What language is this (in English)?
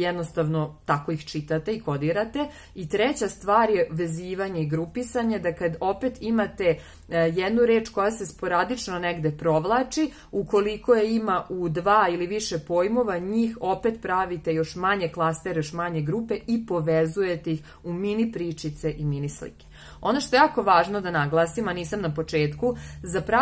Serbian